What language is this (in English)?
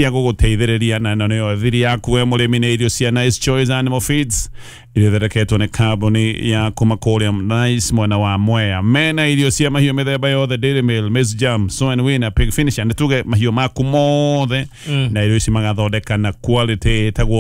Kikuyu